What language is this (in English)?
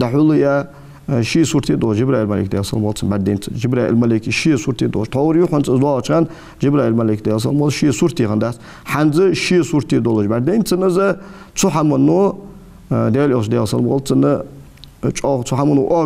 Ingush